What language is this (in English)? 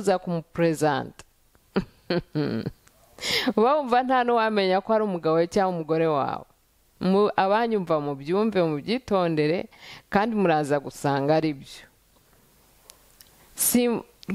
Kinyarwanda